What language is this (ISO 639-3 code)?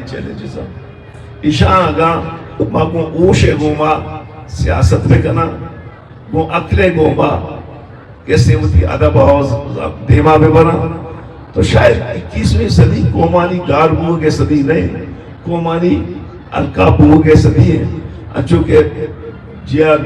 bgp